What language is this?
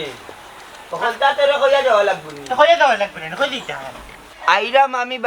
Sylheti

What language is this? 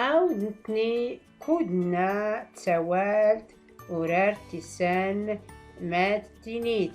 Tachelhit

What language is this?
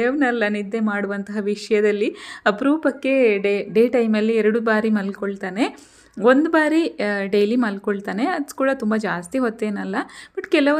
Kannada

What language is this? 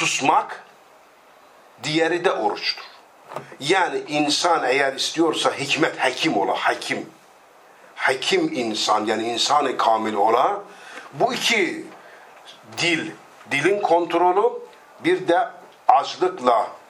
Turkish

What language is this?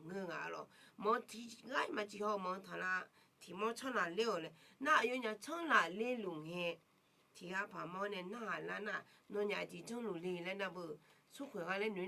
Akha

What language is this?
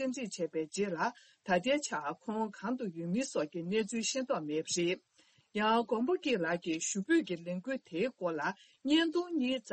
Tibetan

